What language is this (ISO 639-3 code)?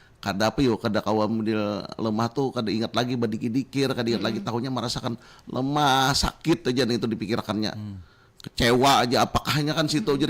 bjn